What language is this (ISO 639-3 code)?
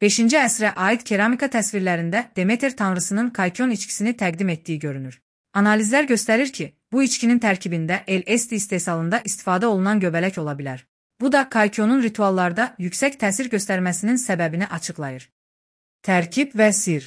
aze